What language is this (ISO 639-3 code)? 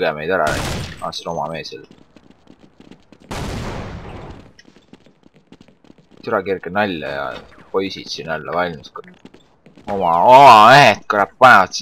est